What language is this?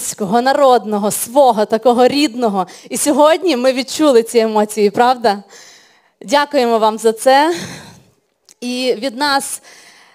Ukrainian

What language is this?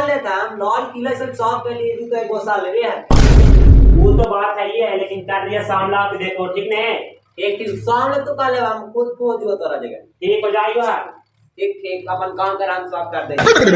Magahi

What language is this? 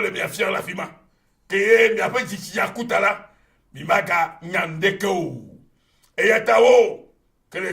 Ewe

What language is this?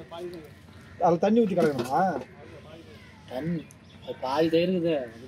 Tamil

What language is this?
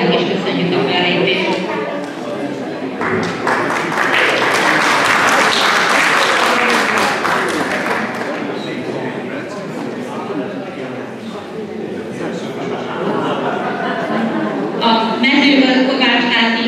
Hungarian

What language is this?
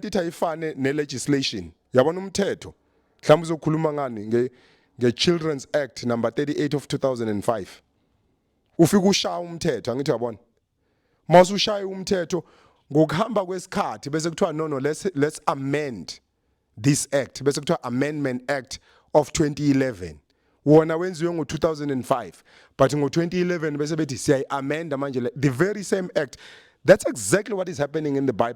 Zulu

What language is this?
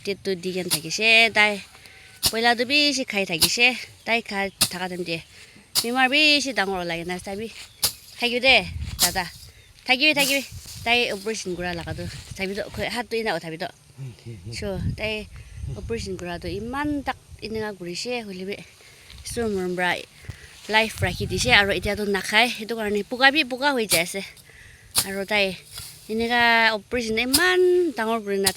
Naga Pidgin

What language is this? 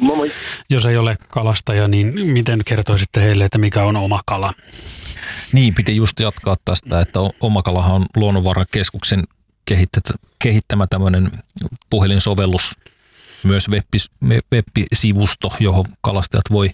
Finnish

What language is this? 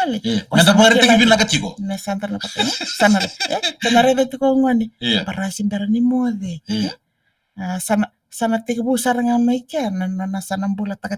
Fijian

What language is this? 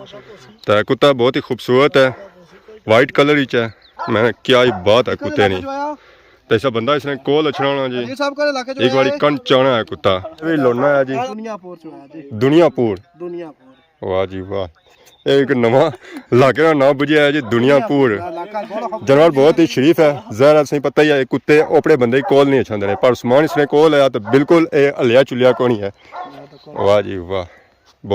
Pahari-Potwari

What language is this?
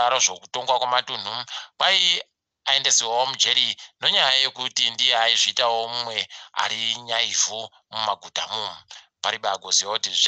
Ndau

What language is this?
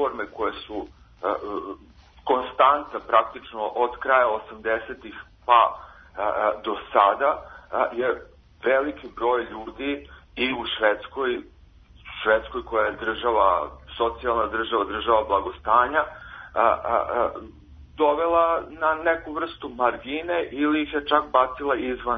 Serbian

